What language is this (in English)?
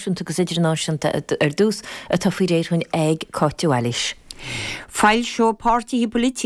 Irish